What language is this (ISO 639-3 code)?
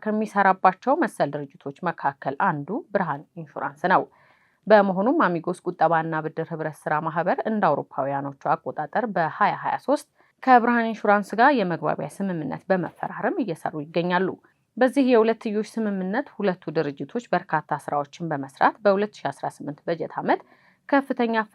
amh